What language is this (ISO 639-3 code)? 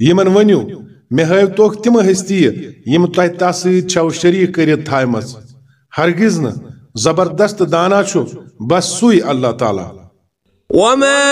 kas